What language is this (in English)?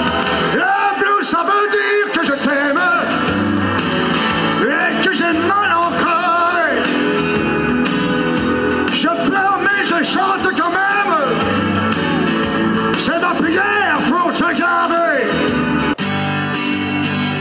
French